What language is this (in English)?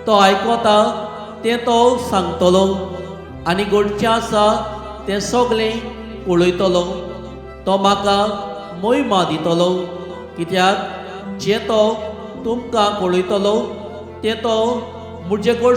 Konkani